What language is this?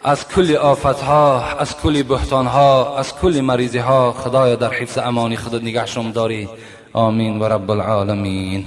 Tajik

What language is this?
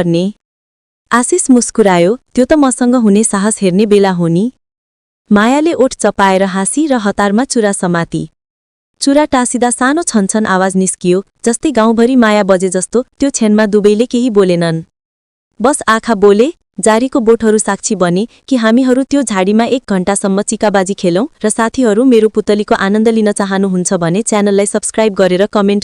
Nepali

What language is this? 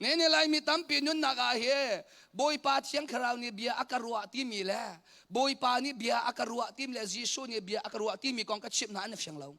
Hakha Chin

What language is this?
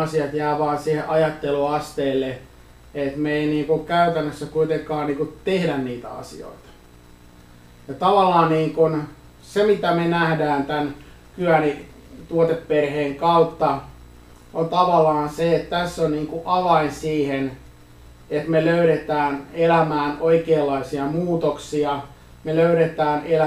Finnish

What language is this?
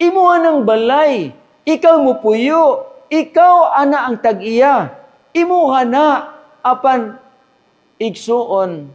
Cebuano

